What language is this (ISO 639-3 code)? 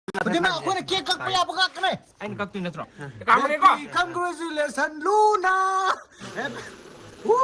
mni